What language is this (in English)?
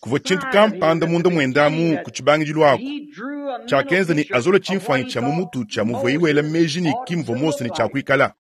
Luba-Lulua